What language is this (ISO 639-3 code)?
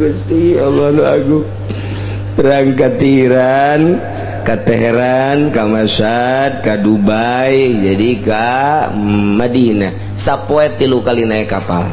sun